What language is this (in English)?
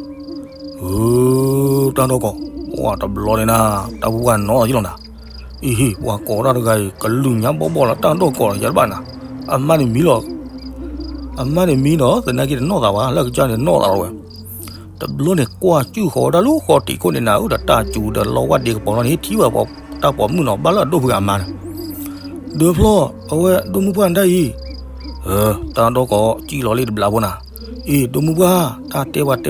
S'gaw Karen